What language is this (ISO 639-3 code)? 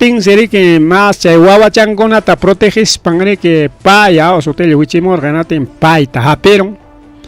quy